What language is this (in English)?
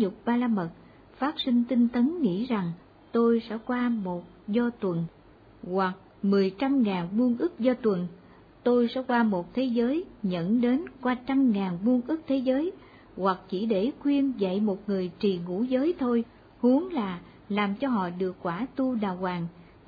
Vietnamese